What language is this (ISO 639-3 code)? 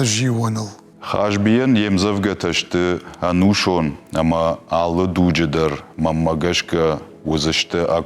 oss